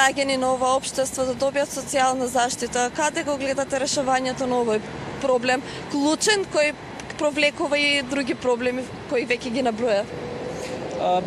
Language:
Macedonian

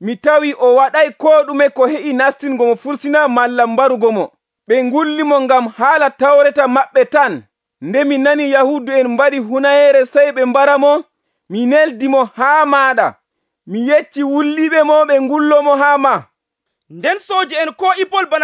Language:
Nigerian Fulfulde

